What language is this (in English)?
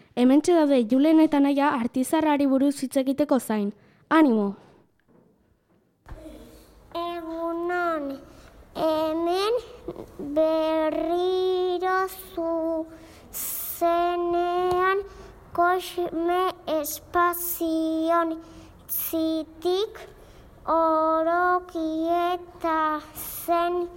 Basque